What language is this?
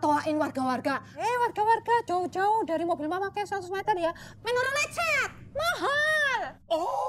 Betawi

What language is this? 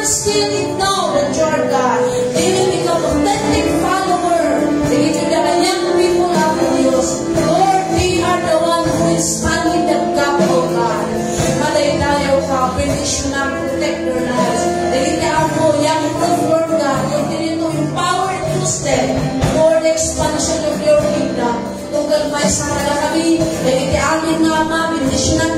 Iloko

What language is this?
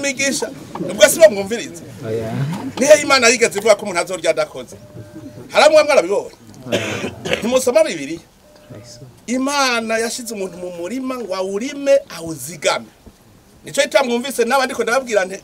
Rundi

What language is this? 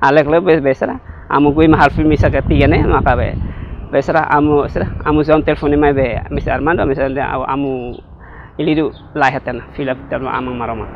Tetum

